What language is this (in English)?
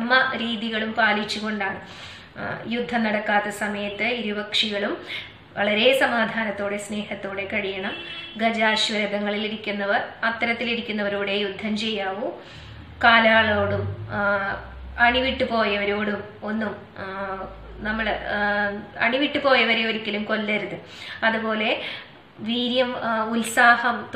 Malayalam